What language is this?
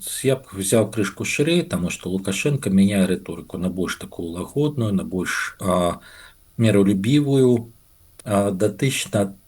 Belarusian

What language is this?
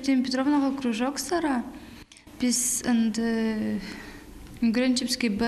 Khakas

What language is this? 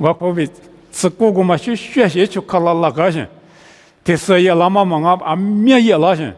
Lisu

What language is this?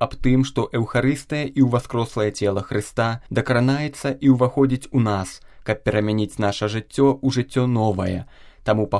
Belarusian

